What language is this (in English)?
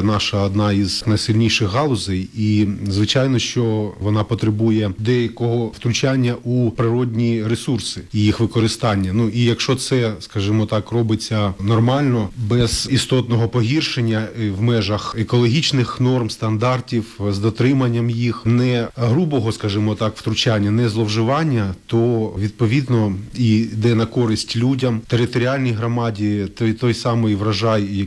Ukrainian